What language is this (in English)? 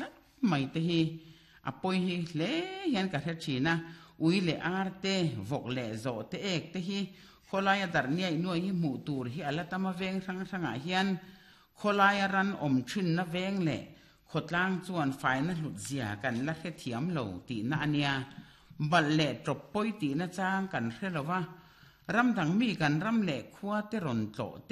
Mizo